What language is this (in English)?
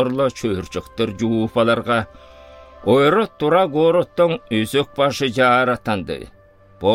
Southern Altai